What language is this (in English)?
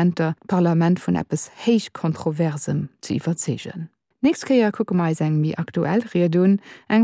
Luxembourgish